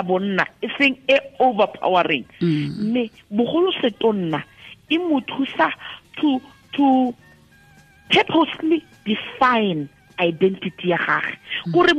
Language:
Tswana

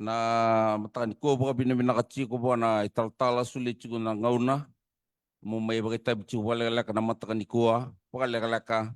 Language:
Fijian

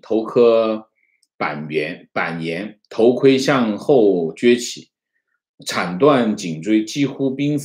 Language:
Chinese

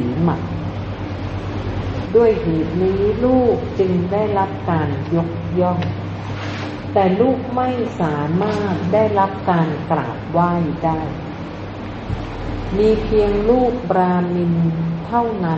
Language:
Thai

